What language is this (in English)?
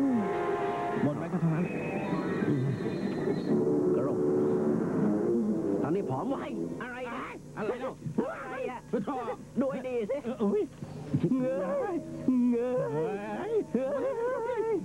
Thai